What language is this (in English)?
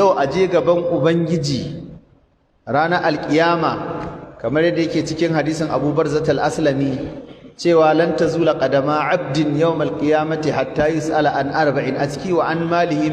Hausa